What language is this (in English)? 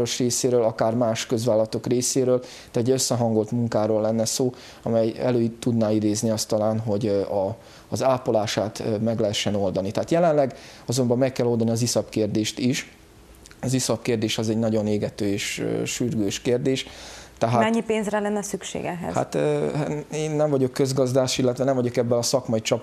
Hungarian